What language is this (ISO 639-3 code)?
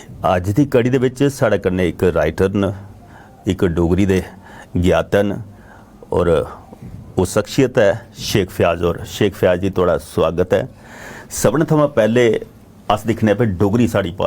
doi